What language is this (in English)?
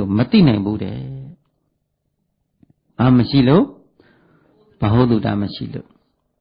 Burmese